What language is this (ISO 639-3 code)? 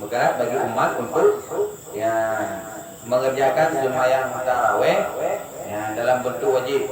ace